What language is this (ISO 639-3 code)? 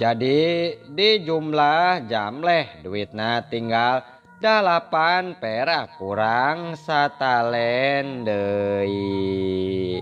sun